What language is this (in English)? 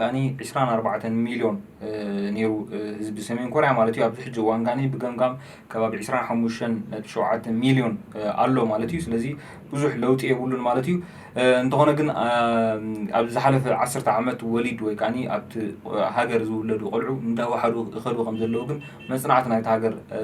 Tigrinya